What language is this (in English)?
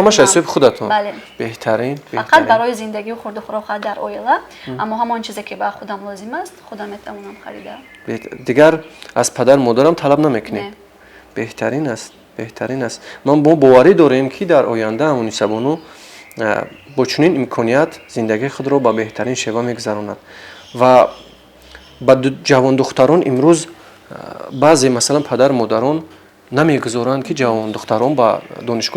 Tajik